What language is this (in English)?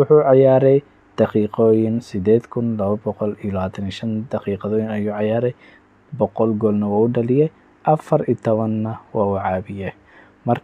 Somali